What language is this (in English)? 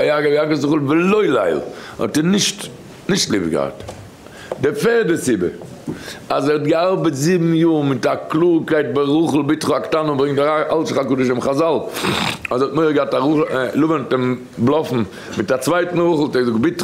Yiddish